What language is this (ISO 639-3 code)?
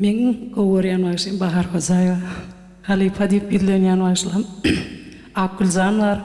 tuk